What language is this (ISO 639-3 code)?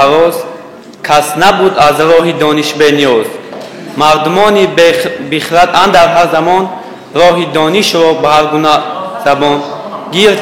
tgk